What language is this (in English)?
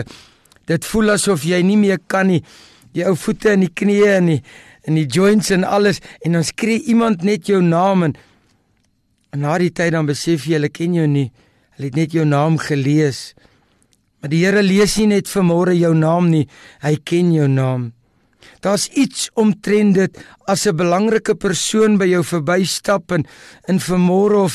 Afrikaans